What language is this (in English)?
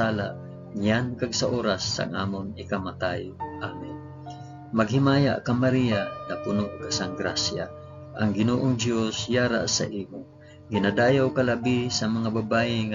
Hiligaynon